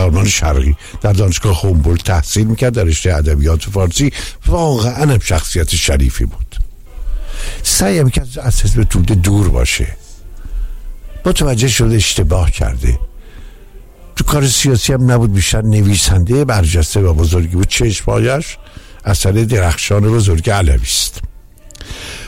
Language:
Persian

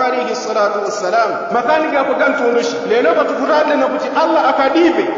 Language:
Yao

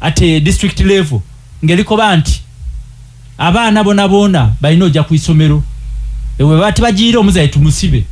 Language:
Ganda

